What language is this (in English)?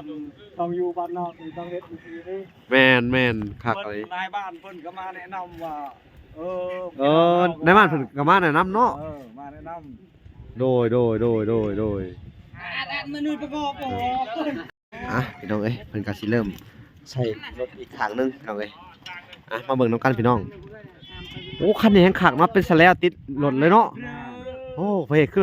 Lao